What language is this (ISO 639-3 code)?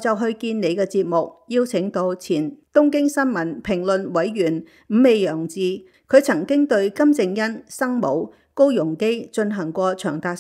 yue